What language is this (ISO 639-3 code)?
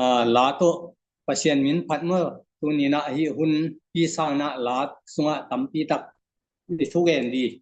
ctd